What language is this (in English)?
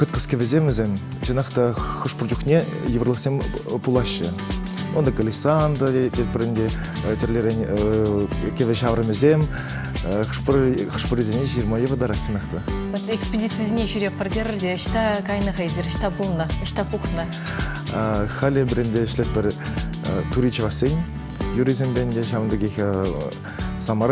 Chuvash